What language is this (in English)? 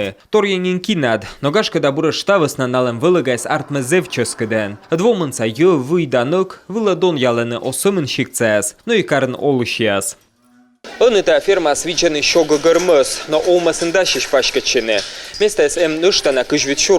Komi